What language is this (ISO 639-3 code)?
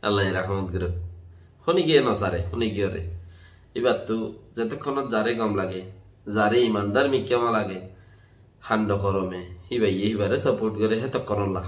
rhg